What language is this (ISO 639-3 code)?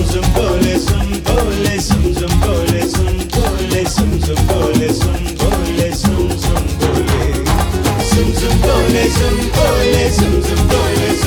kan